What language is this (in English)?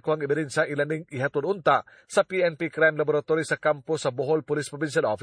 Cebuano